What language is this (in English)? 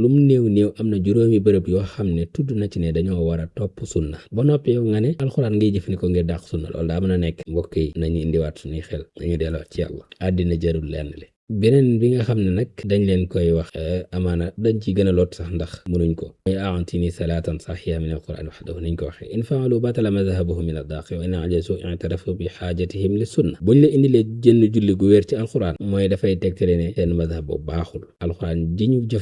Wolof